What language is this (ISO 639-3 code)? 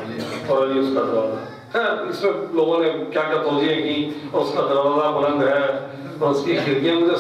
urd